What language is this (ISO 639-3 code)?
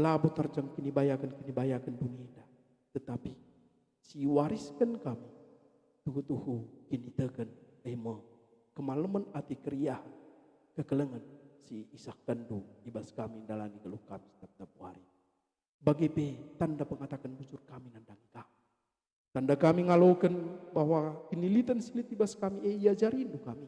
btx